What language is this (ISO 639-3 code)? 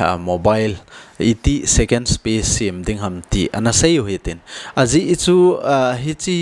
tcz